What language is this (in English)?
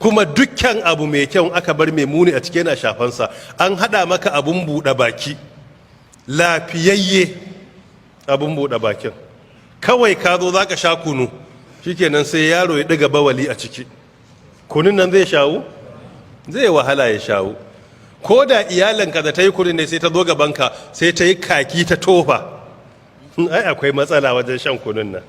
Hausa